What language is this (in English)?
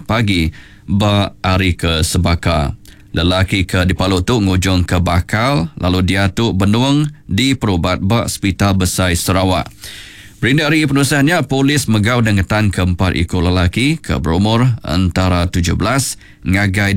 Iban